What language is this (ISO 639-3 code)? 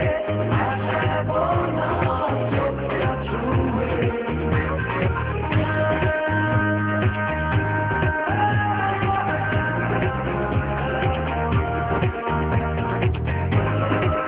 ben